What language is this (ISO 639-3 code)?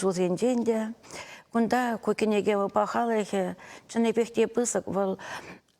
chv